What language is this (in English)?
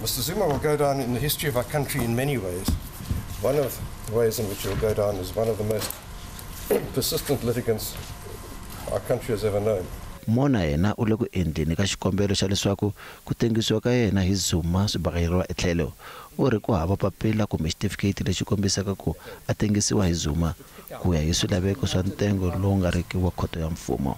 Tsonga